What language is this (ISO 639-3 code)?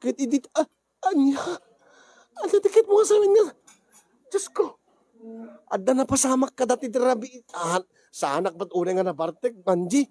ilo